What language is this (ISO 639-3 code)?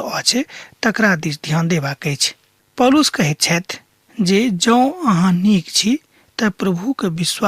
mai